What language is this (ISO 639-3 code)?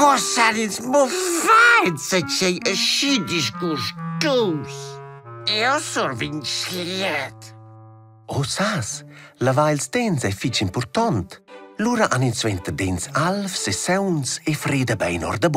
roh